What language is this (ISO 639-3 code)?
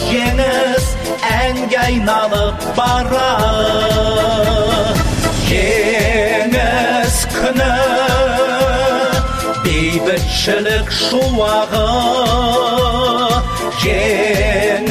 kaz